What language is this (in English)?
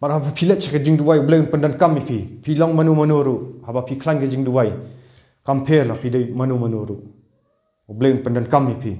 Khasi